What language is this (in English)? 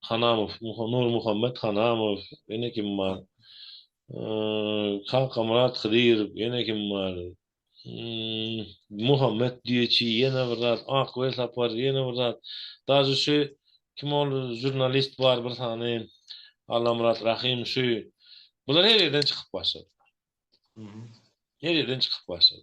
Turkmen